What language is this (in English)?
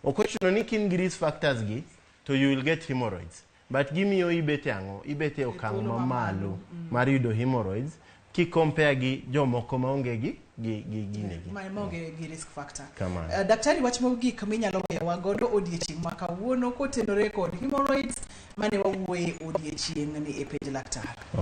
Luo (Kenya and Tanzania)